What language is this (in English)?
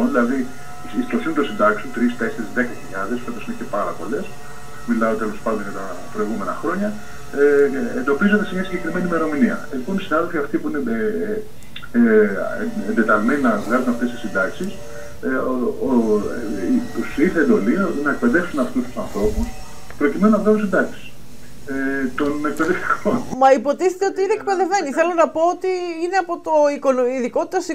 Greek